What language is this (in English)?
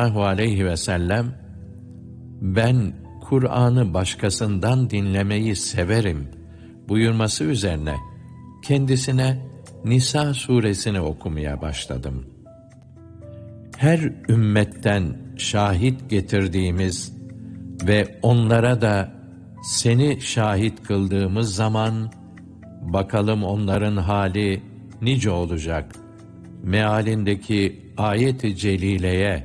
Turkish